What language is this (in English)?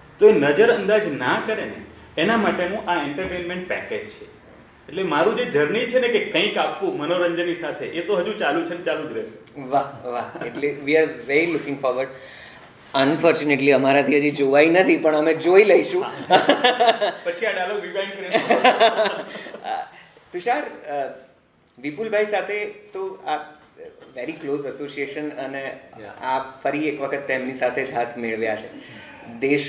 Gujarati